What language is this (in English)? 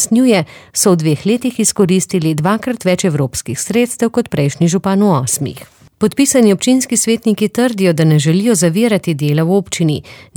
Slovenian